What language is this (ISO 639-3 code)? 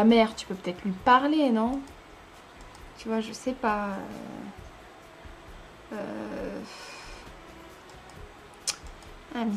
fra